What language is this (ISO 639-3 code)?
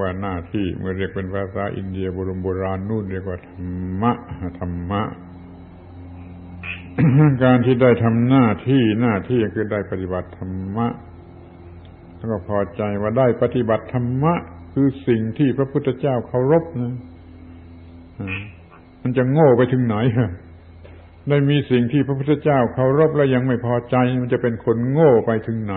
tha